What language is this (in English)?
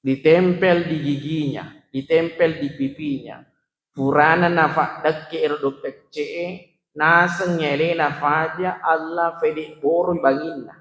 Buginese